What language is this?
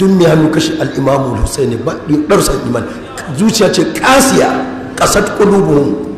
Hausa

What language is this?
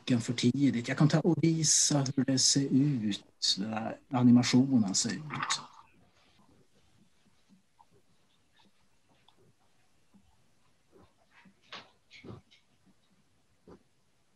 Swedish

